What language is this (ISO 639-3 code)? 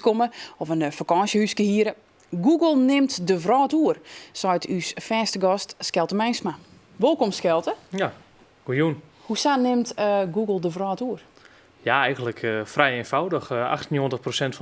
fry